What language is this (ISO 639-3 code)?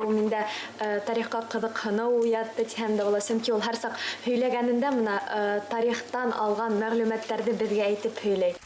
bak